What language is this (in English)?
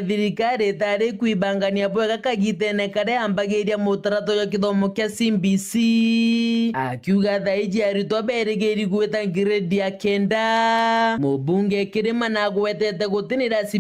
Meru